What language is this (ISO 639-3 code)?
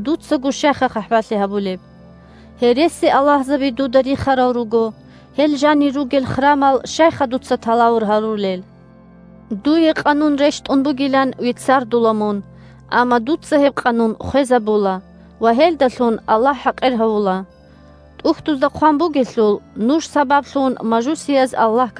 ava